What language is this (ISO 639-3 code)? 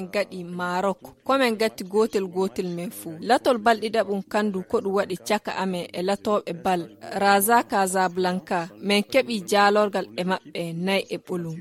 ful